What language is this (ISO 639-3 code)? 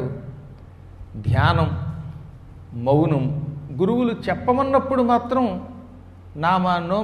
tel